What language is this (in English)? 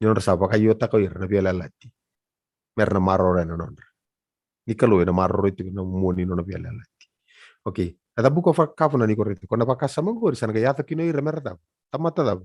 Fijian